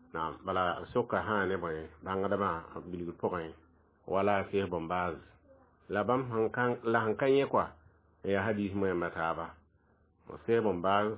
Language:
Mossi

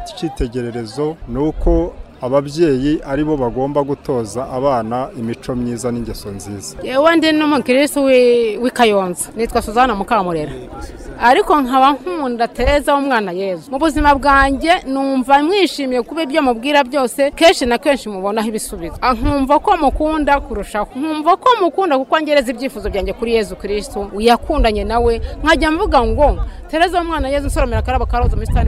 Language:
Kinyarwanda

